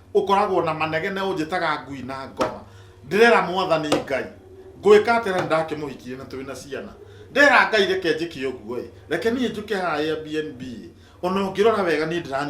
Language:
Kikuyu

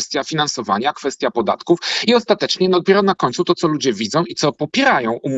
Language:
Polish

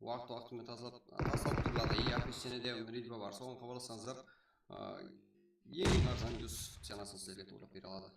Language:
Kara-Kalpak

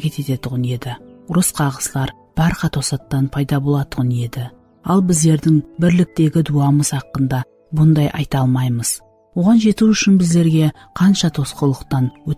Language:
Kara-Kalpak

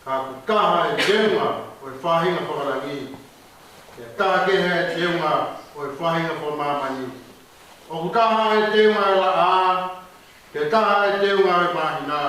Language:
Tongan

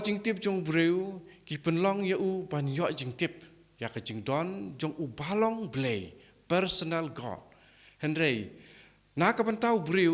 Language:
Khasi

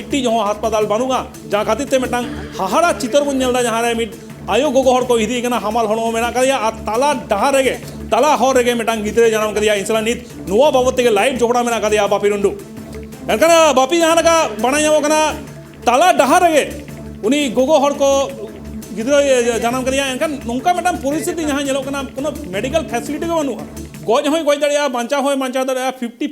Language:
Santali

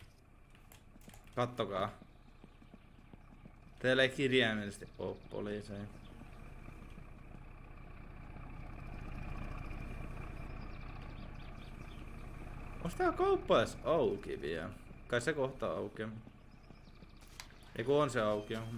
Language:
Finnish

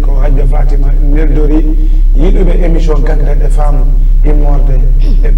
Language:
Fula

